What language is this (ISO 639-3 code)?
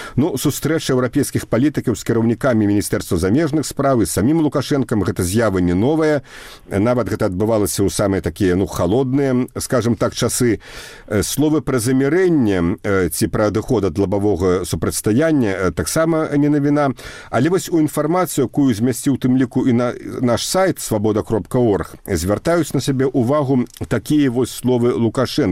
bel